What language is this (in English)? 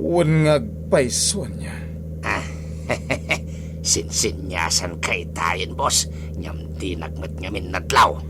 Iloko